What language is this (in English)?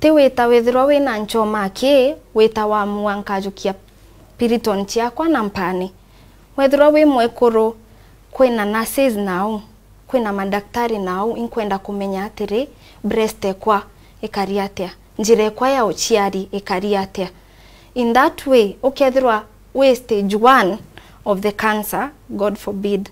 Meru